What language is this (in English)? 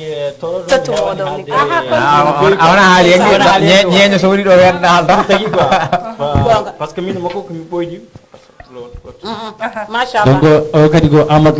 Fula